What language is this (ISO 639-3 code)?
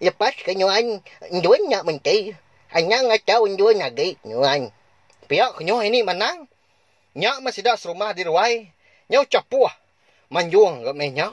iba